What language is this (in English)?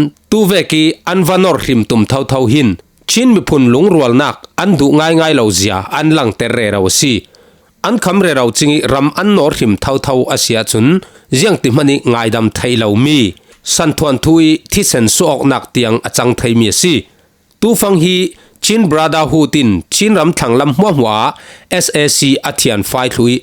Falam Chin